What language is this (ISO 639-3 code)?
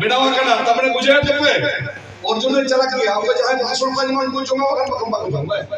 sat